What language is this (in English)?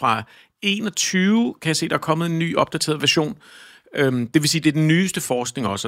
Danish